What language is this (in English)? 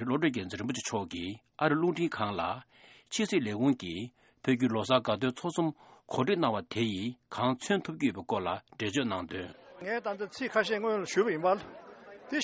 Tibetan